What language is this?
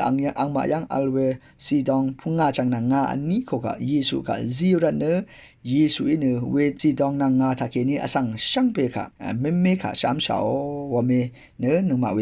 Rawang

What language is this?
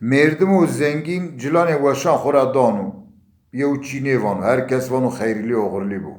Zaza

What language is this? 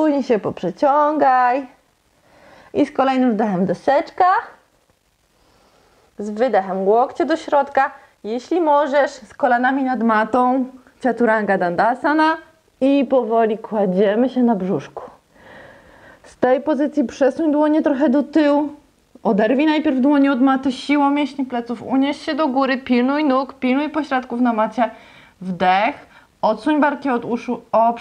Polish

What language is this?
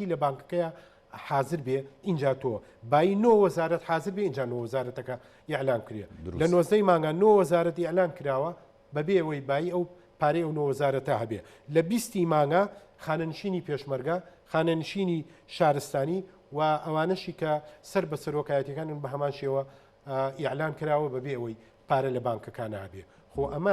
Central Kurdish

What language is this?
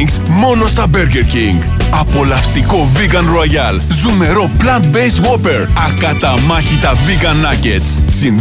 Greek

